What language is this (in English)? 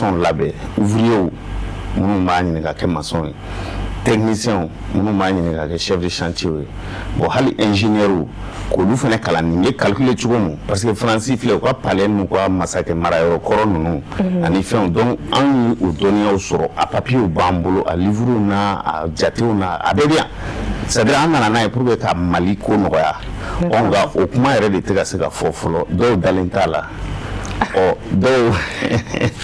Bambara